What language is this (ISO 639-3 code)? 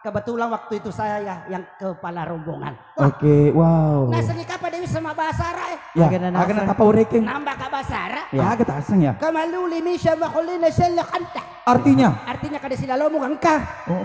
bug